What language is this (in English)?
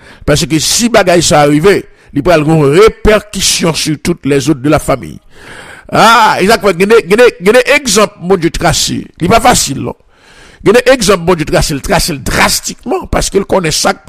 French